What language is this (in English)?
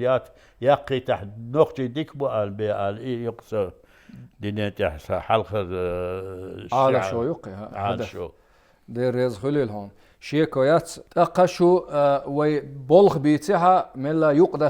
Chechen